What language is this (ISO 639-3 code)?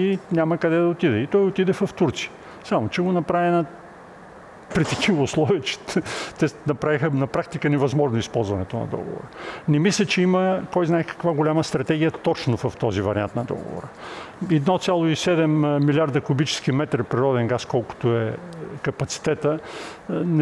bul